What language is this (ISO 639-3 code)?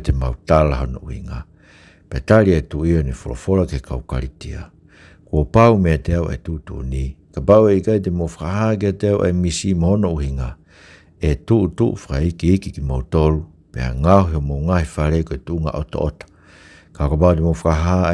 ton